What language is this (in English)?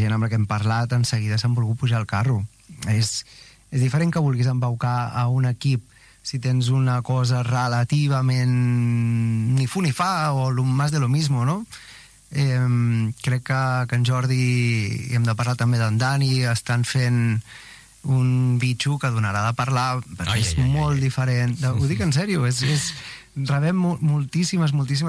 Catalan